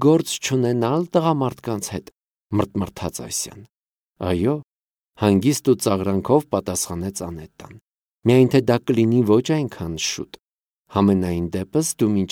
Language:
Armenian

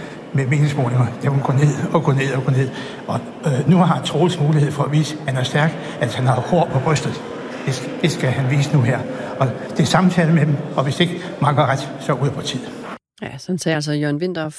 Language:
Danish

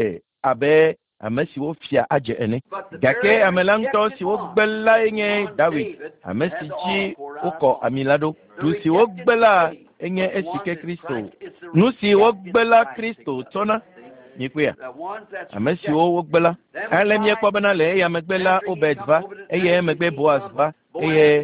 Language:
Ewe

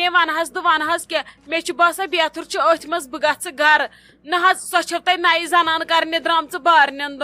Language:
Kashmiri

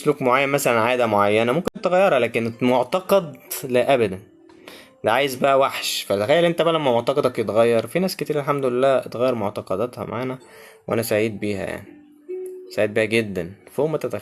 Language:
Egyptian Arabic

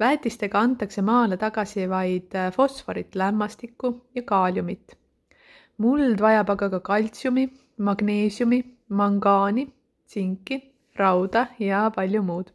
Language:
Estonian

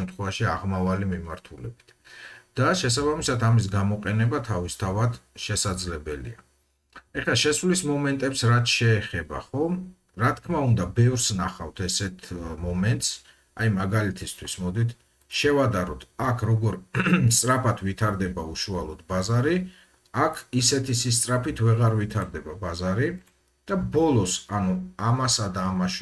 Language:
Georgian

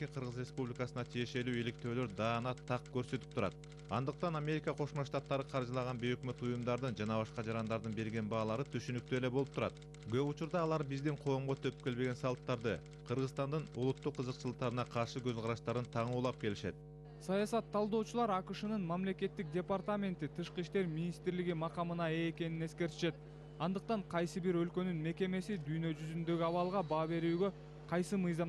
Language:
Kyrgyz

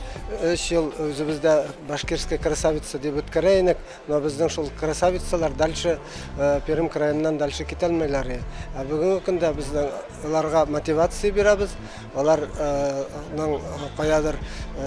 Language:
Bashkir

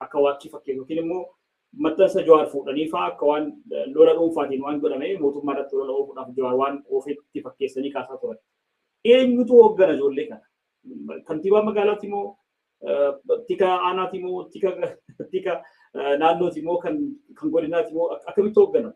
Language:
Oromo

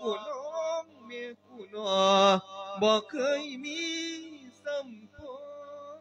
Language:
Lao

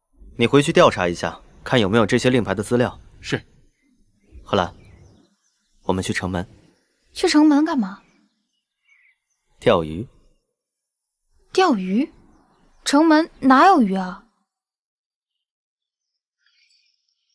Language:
Chinese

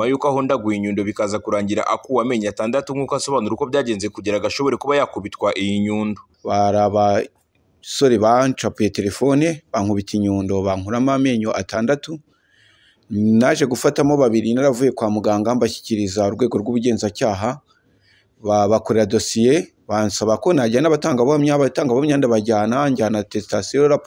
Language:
Kinyarwanda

